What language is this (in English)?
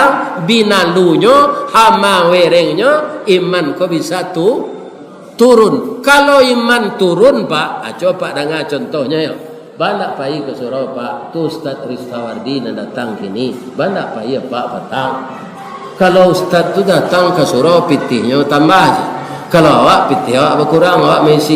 Minangkabau